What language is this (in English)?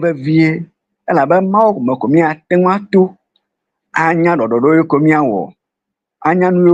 Ewe